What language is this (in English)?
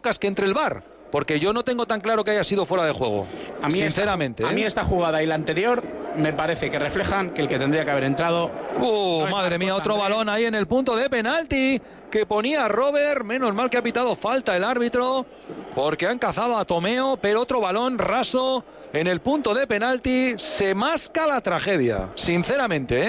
Spanish